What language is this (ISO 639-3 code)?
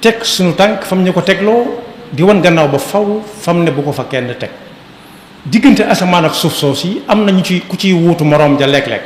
wol